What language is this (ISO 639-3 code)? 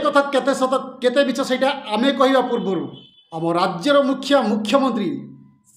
ori